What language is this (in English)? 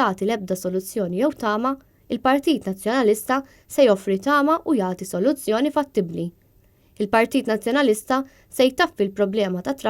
Maltese